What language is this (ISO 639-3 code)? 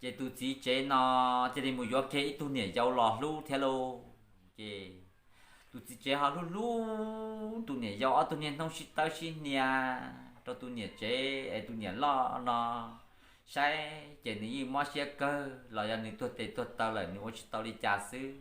hmn